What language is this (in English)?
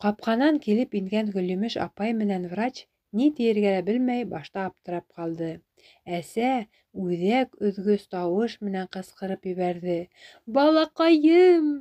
Bashkir